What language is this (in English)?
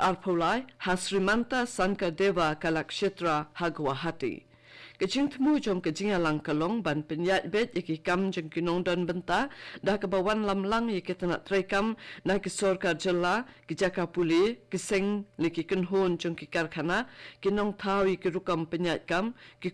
Khasi